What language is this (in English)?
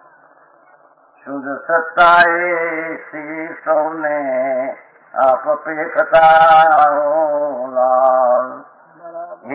Gujarati